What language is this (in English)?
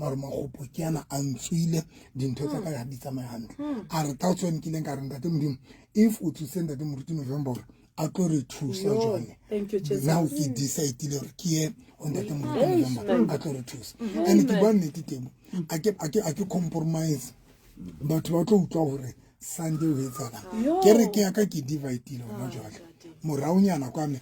Southern Sotho